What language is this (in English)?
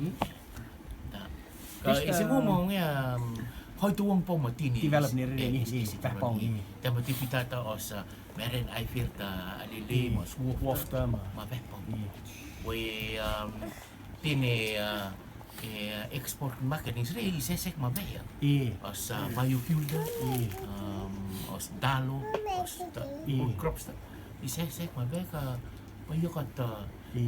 Rotuman